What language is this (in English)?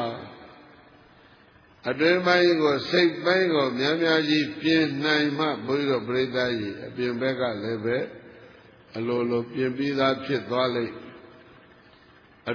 Burmese